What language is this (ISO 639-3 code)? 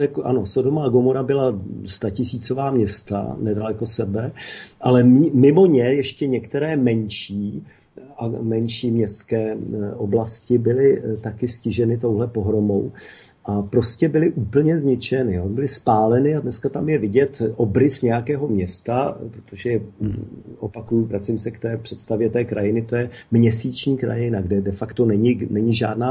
ces